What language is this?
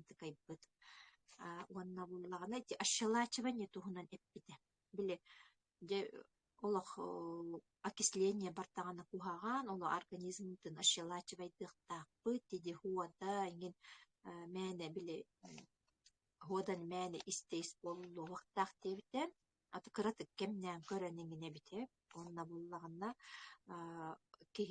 Yakut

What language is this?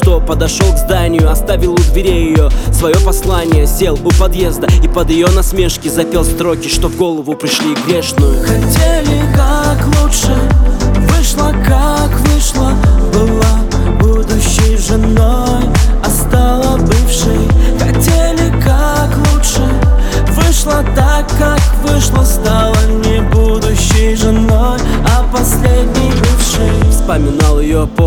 Russian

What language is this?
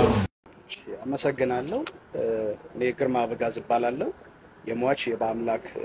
Amharic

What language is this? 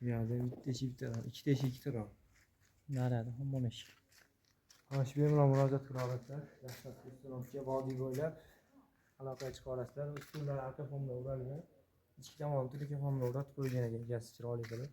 Uzbek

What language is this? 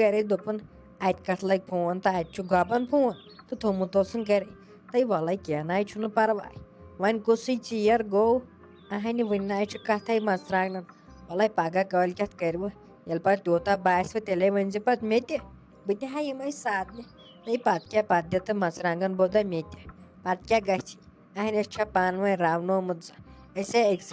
Kashmiri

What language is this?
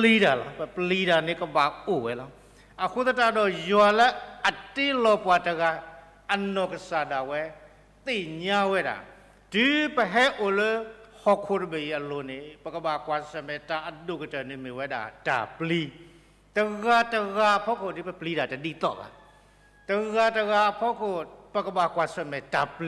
S'gaw Karen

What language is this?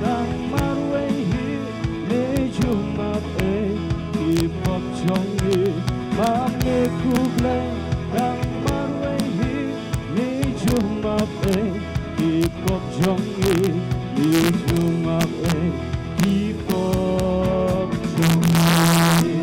Khasi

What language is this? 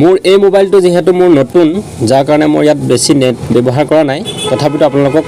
Assamese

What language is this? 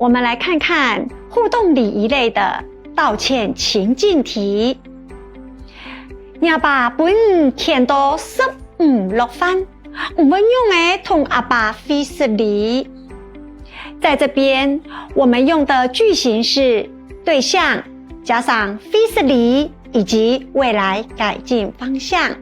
Hakka Chinese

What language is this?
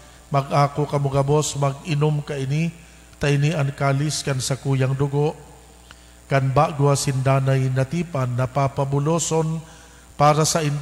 Bikol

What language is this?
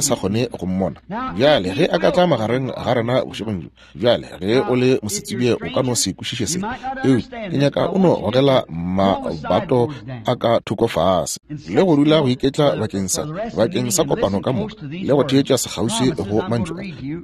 Northern Sotho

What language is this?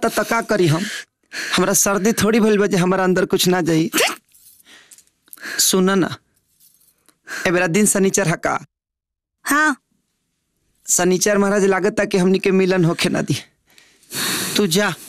Bhojpuri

